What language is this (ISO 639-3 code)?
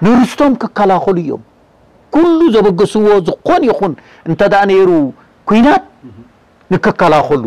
tir